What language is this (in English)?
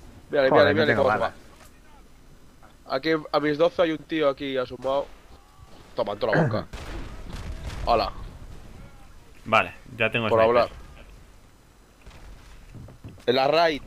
Spanish